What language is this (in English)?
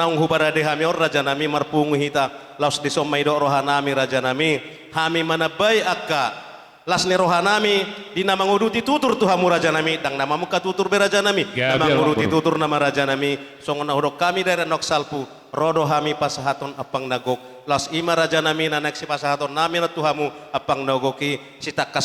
Batak Toba